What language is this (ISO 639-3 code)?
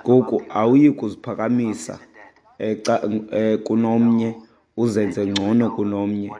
xho